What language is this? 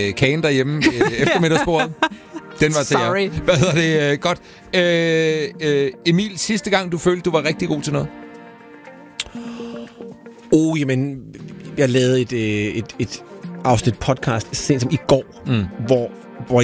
Danish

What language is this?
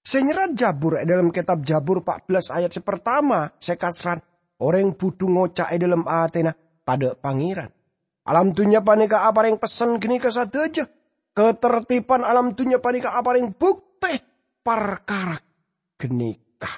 Madurese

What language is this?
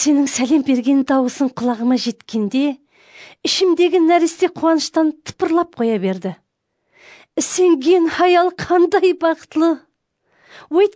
Kara-Kalpak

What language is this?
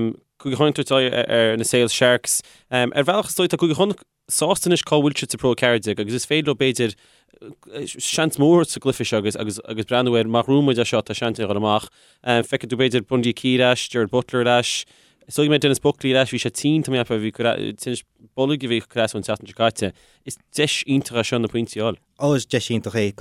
Irish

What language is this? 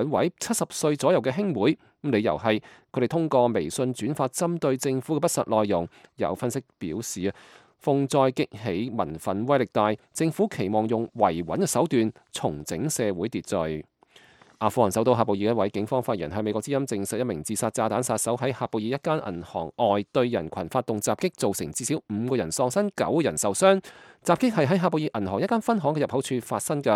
Cantonese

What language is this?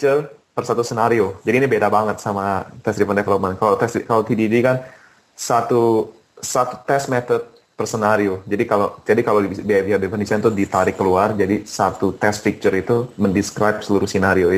Indonesian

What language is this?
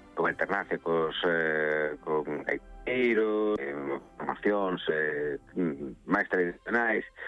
Galician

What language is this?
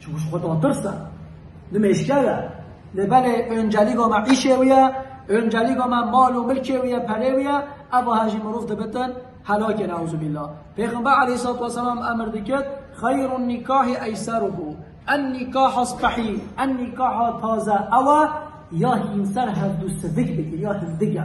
Kurdish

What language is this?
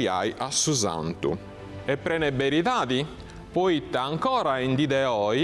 Sardinian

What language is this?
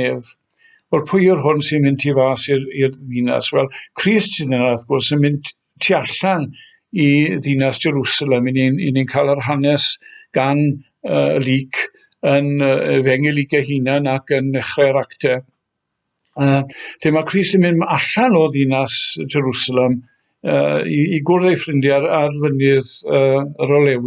Welsh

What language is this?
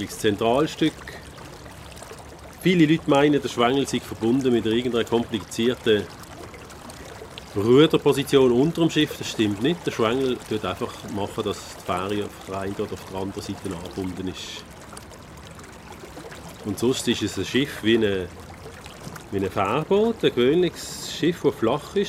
German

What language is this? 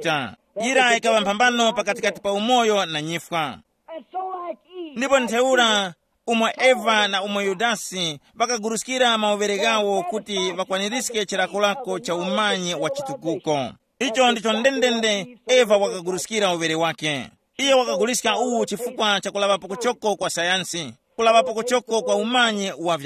Tumbuka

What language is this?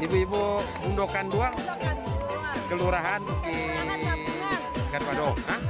Minangkabau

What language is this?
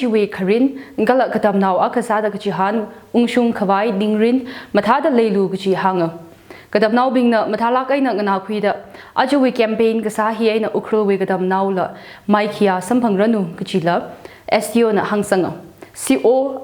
Tangkhul Naga (India)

